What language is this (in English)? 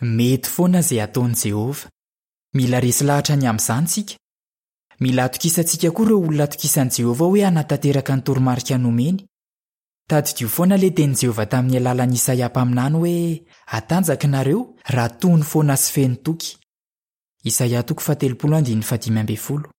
Malagasy